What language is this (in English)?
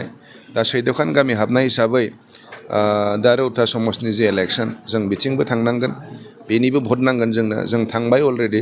Bodo